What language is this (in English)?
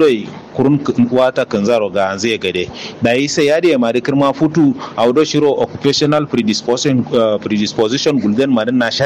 Kanuri